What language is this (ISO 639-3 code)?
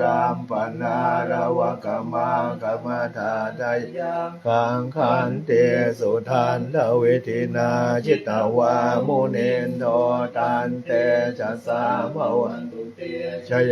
pli